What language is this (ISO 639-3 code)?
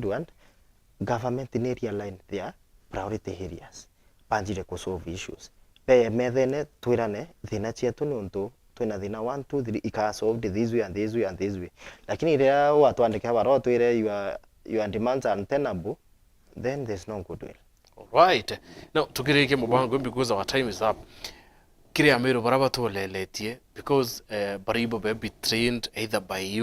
mer